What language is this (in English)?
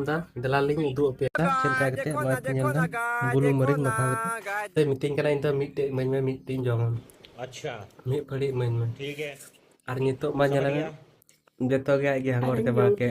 Santali